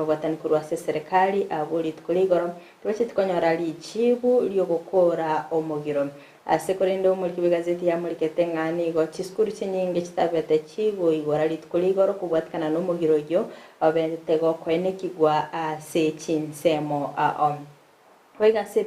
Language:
Gusii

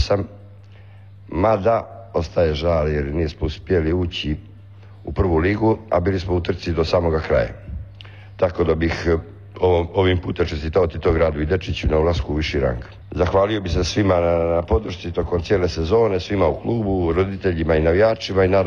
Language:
Croatian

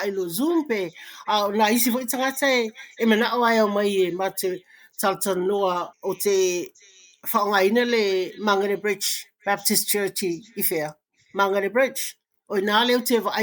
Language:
Samoan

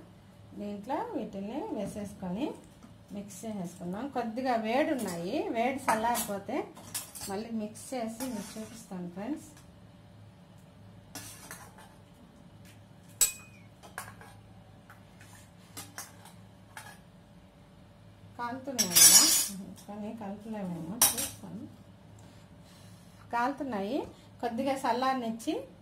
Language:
Telugu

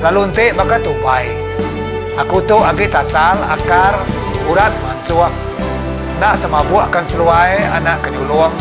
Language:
Iban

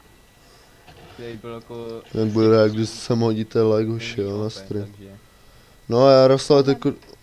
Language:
Czech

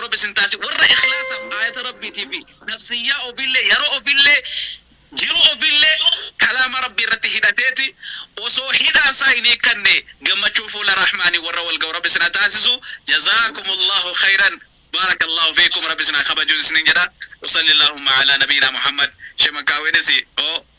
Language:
Oromo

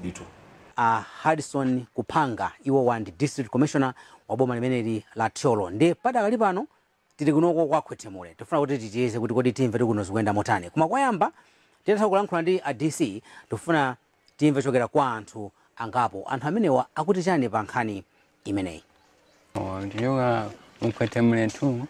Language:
Nyanja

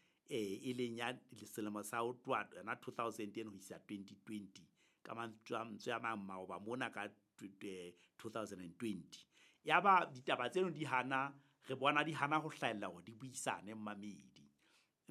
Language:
Southern Sotho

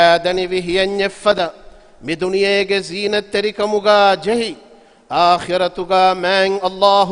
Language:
Divehi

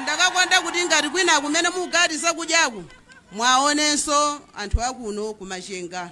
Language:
Nyanja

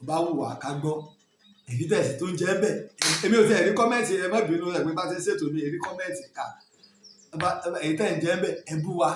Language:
Yoruba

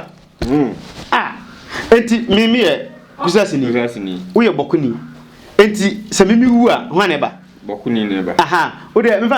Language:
Akan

